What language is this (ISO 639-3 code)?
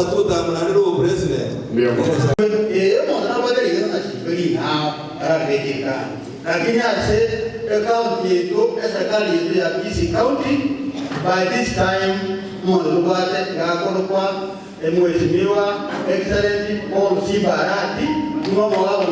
guz